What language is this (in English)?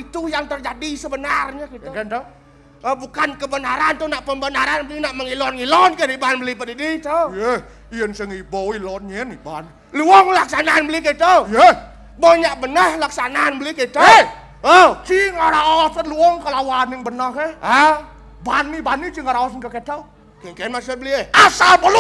Balinese